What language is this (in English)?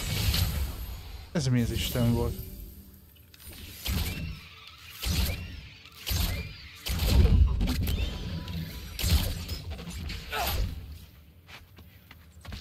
Hungarian